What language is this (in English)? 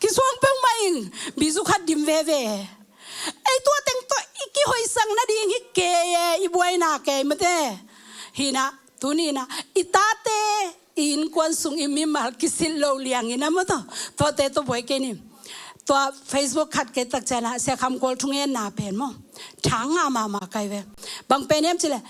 Tedim Chin